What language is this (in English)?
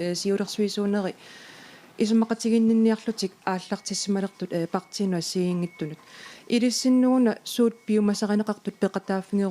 Kalaallisut